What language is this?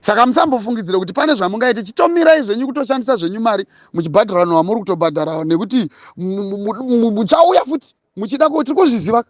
Shona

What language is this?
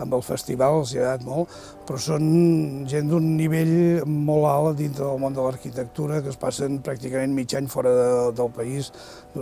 Catalan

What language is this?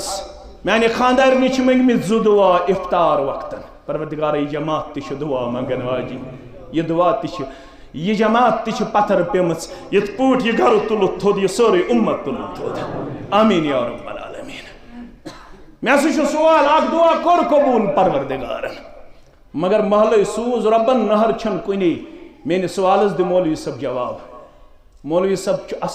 Kashmiri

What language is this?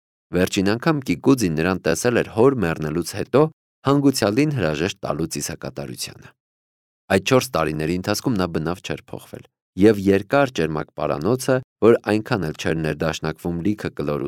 Armenian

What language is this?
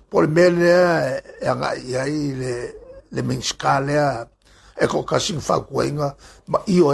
Samoan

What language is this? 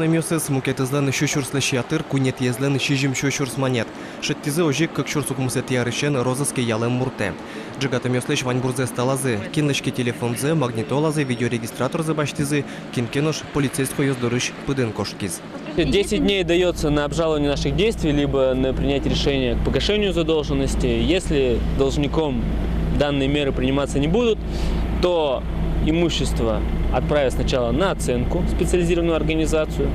Udmurt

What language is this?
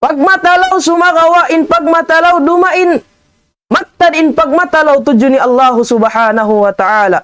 Tausug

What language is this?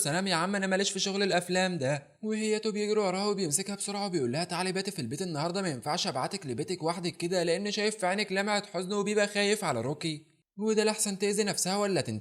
Egyptian Arabic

